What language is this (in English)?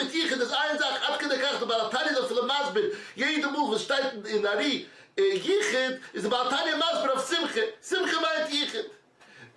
Yiddish